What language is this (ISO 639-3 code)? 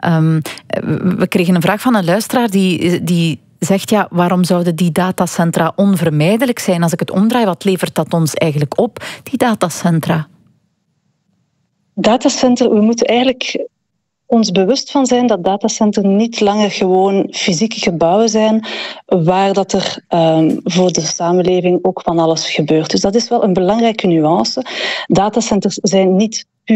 nld